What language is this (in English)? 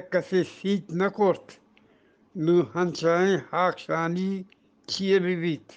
Eastern Balochi